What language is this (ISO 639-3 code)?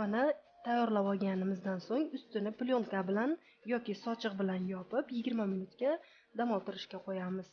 uzb